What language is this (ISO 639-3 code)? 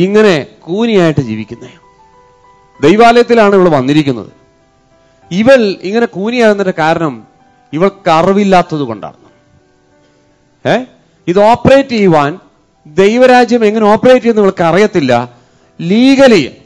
mal